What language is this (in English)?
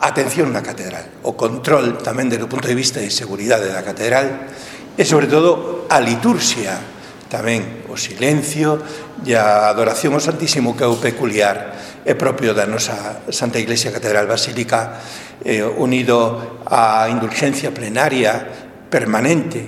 Galician